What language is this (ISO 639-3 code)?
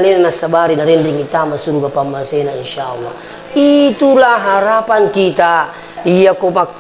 bug